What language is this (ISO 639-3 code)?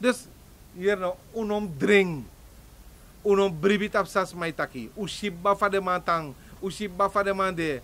srn